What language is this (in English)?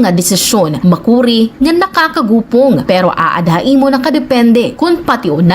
Waray